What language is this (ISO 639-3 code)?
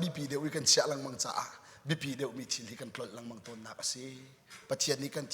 cnh